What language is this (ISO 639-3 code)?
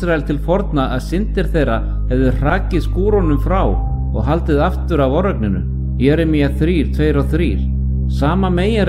isl